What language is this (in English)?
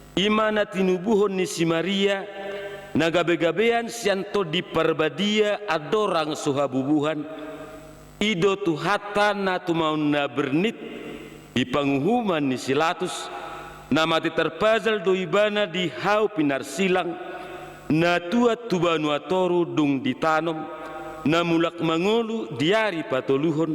Batak Toba